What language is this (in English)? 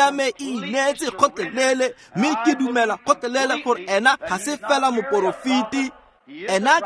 Tswana